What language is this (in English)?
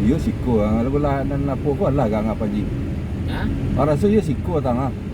Minangkabau